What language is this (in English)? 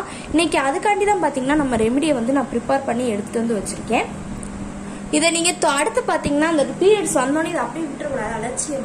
Tamil